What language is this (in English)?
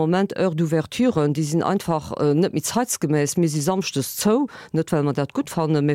Luxembourgish